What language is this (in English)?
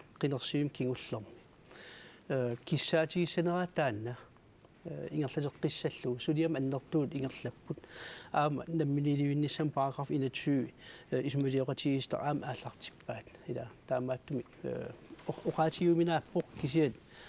Kalaallisut